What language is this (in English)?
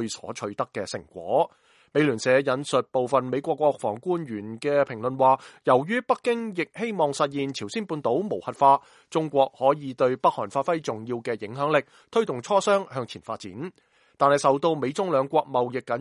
Cantonese